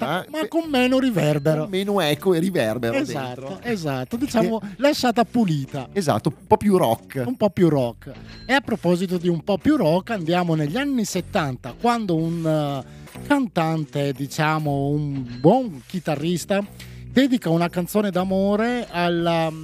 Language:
Italian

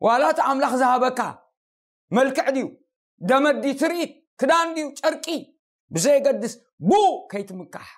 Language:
Tigrinya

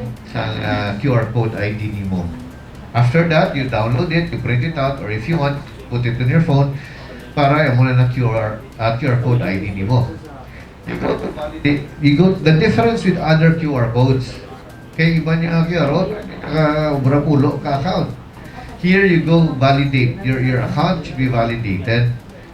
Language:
Hiligaynon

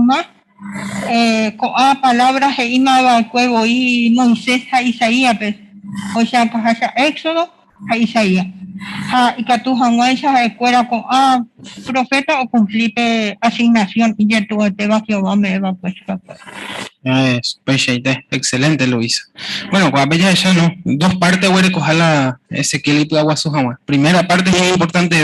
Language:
Guarani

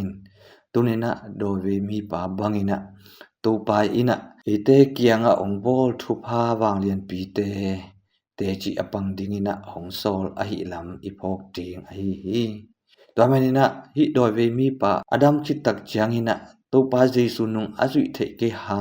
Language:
Tedim Chin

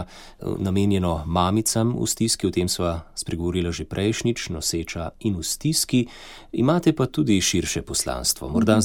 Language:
Slovenian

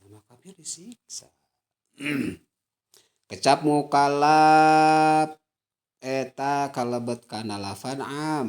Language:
Sundanese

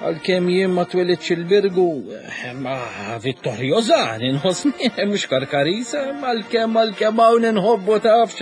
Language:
Maltese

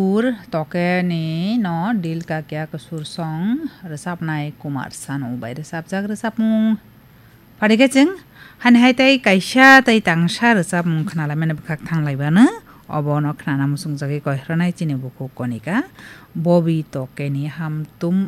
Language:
Kok Borok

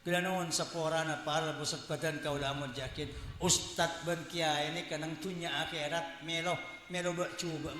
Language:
Madurese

